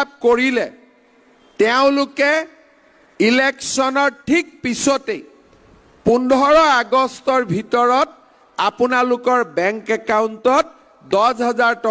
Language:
Assamese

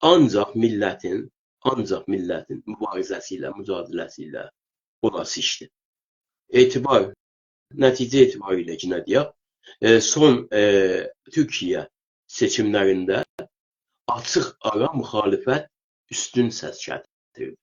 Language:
South Azerbaijani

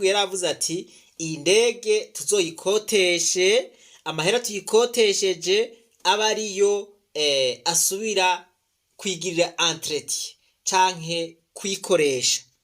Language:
Rundi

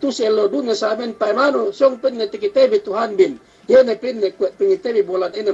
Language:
Yakan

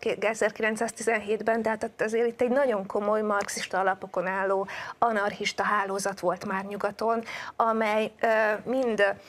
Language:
Hungarian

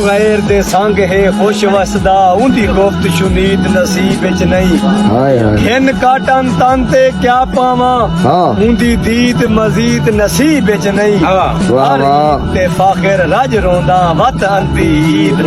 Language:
Saraiki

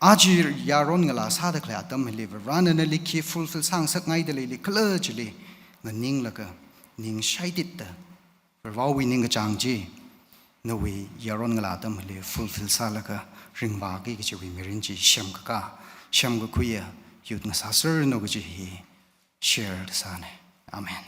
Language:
Tangkhul Naga (India)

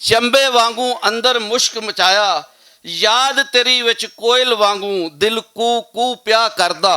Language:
Western Panjabi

